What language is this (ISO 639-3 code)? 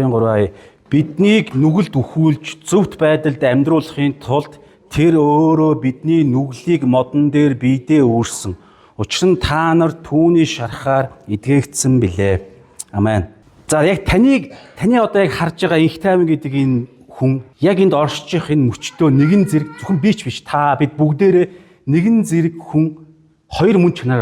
mon